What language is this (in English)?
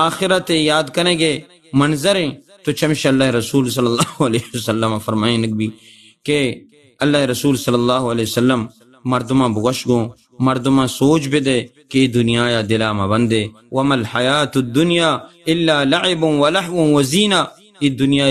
Baluchi